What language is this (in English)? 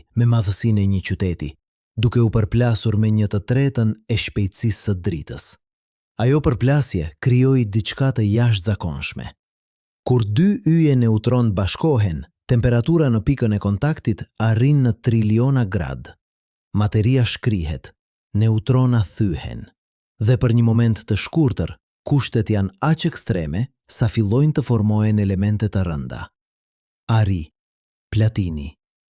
Albanian